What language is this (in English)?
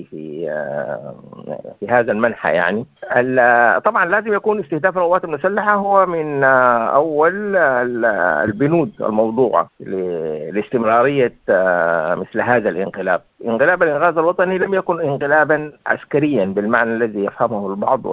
Sudanese Arabic